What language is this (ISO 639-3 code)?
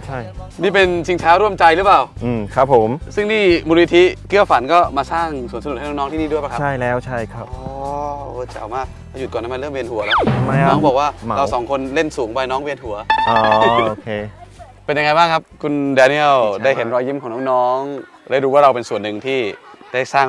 tha